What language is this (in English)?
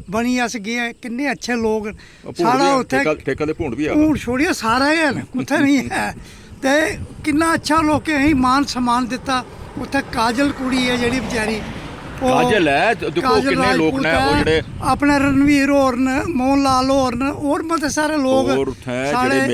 Dogri